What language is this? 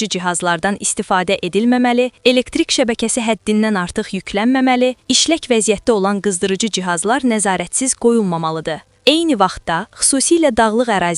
Azerbaijani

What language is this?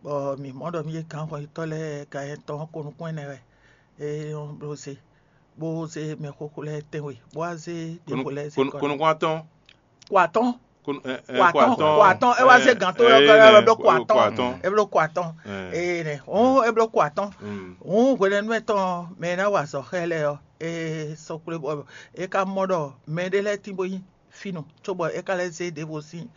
Fon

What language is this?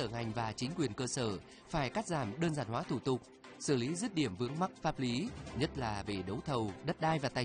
Vietnamese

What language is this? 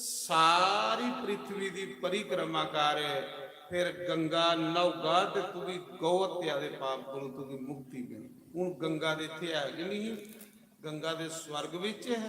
Dogri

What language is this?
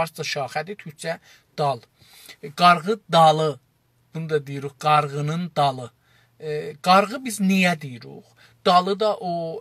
South Azerbaijani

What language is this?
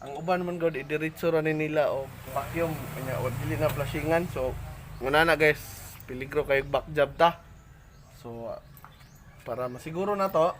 Cebuano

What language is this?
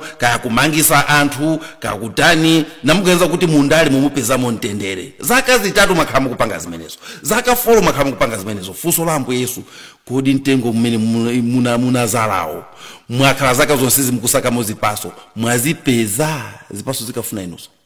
Nyanja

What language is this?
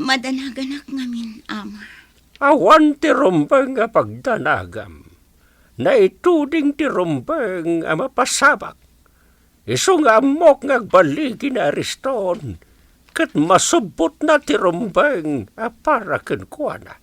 Iloko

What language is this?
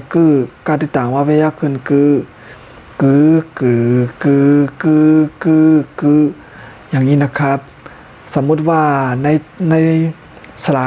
Shan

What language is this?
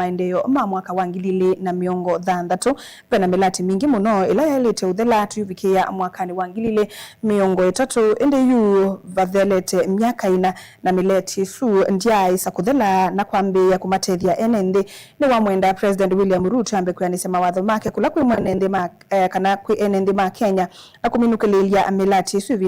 Kamba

